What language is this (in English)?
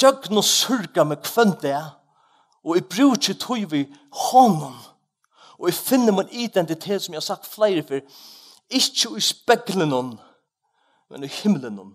Faroese